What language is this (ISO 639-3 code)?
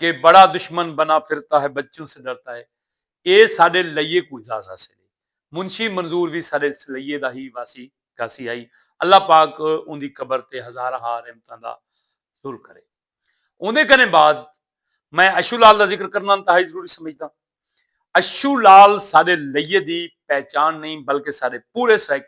skr